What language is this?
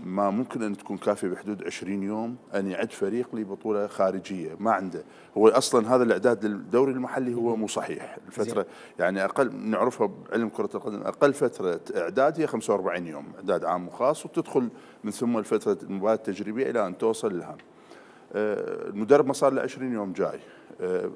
Mesopotamian Arabic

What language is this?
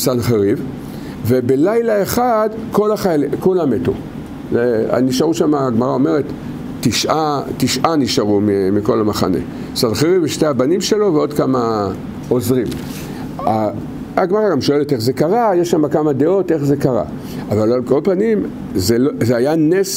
Hebrew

